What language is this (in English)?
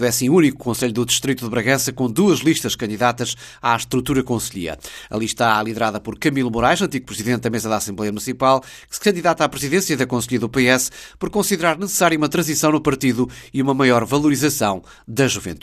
Portuguese